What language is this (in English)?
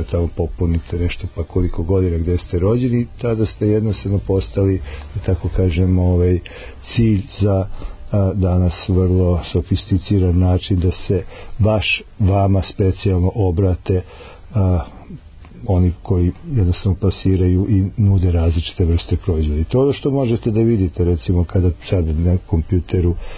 Serbian